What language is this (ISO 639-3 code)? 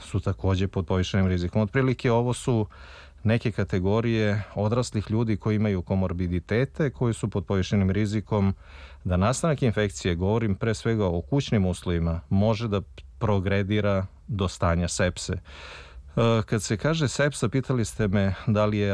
srp